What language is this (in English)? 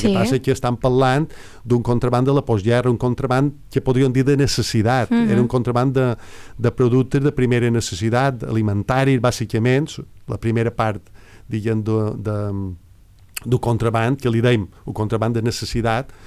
Catalan